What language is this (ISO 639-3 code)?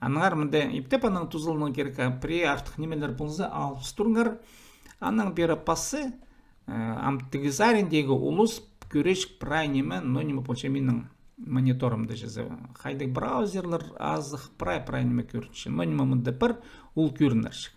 kjh